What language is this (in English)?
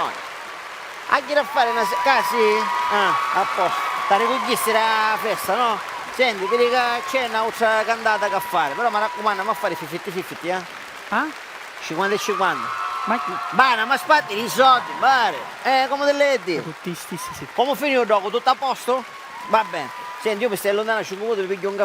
Sicilian